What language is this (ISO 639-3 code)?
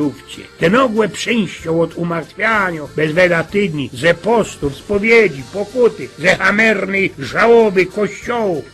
szl